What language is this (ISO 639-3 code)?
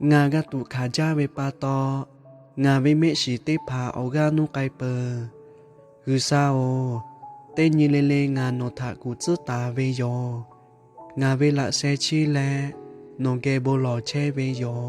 lhu